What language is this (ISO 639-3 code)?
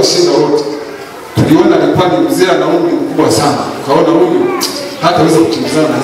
swa